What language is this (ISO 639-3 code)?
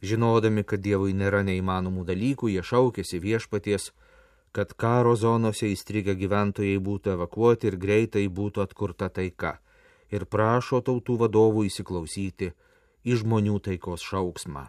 lit